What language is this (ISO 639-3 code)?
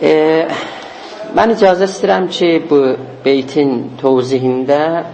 azb